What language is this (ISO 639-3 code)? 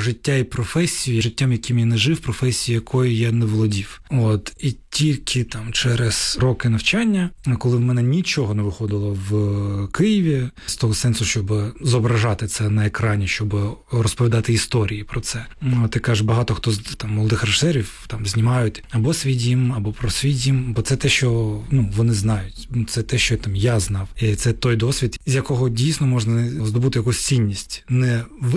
ukr